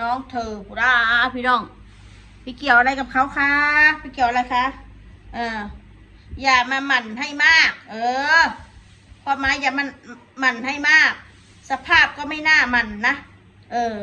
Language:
Northeastern Thai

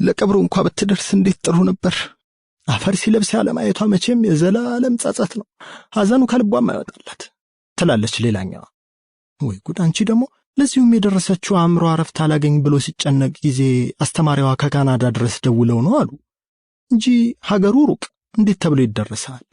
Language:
Amharic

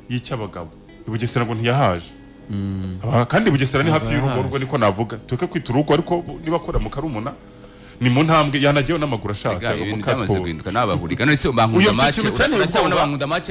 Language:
Kinyarwanda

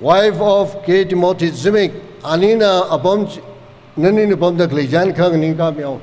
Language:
Tangkhul Naga (India)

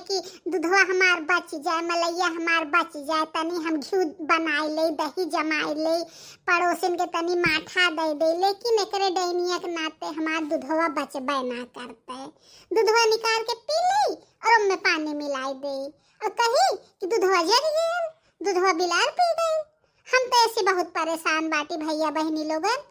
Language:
Bhojpuri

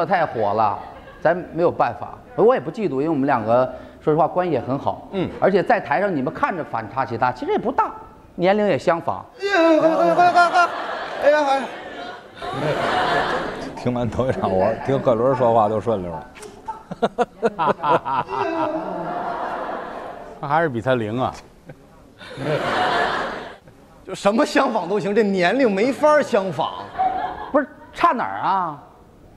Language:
Chinese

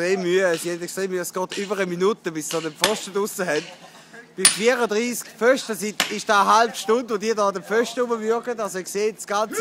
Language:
Swiss German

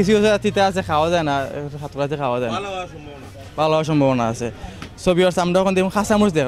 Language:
Sylheti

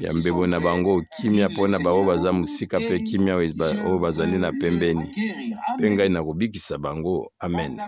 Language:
Lingala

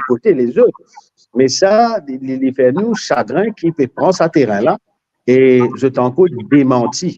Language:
Morisyen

